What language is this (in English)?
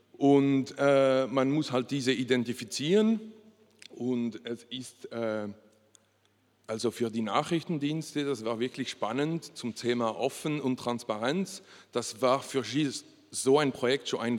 German